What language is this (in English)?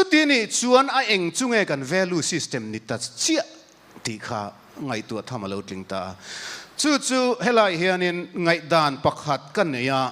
Mizo